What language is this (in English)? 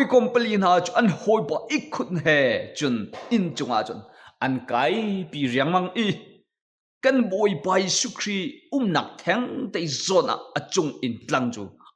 Hakha Chin